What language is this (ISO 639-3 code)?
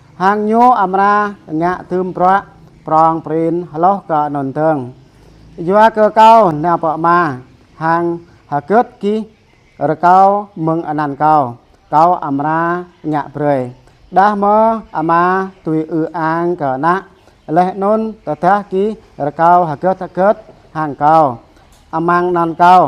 jra